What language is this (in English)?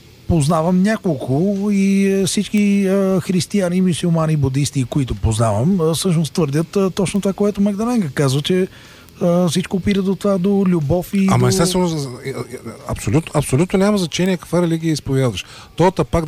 Bulgarian